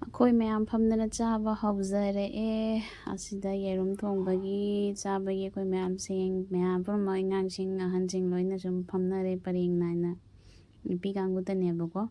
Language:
Manipuri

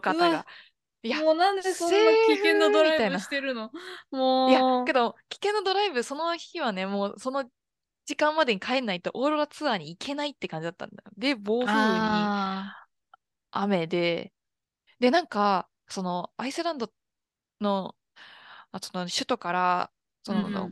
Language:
Japanese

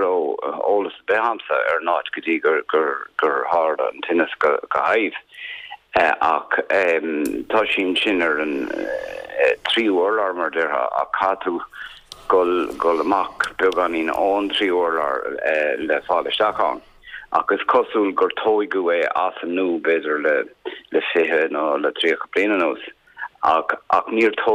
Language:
Irish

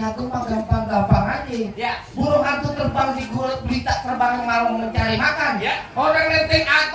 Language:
Betawi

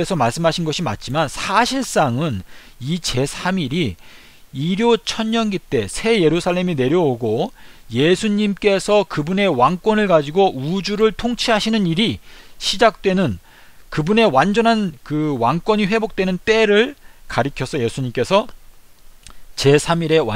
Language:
Korean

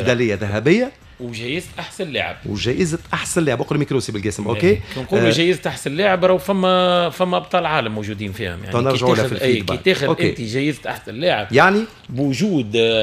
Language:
Tunisian Arabic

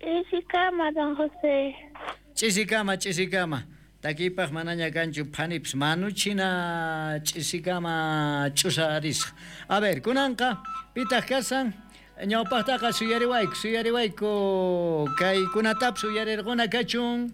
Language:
South Bolivian Quechua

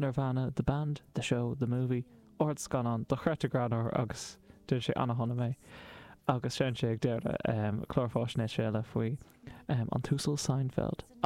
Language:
Irish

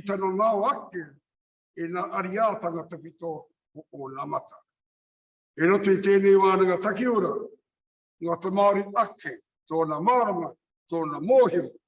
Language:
Māori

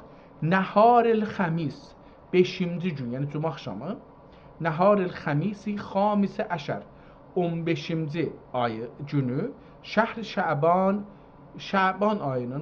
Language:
South Azerbaijani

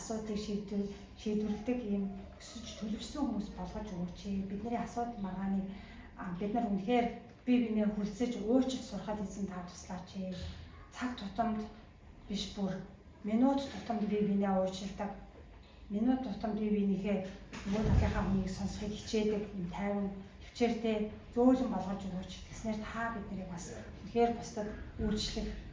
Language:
Mongolian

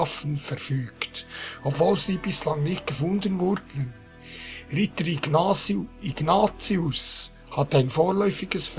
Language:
Swiss German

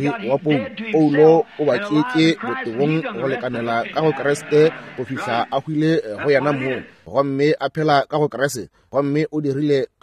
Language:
Northern Sotho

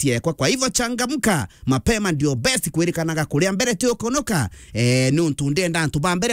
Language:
Meru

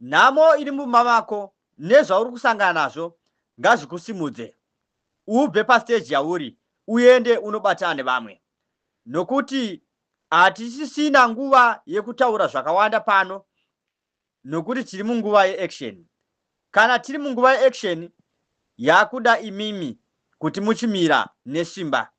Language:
Shona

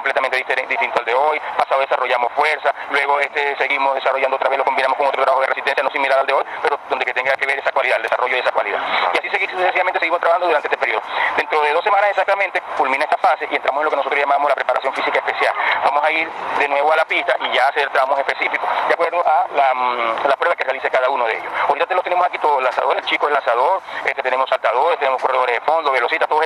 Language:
Spanish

